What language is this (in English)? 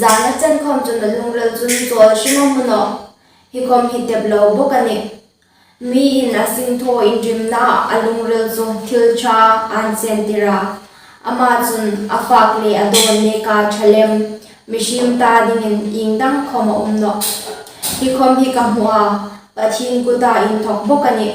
Hmar